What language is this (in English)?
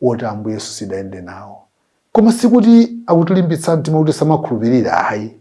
Nyanja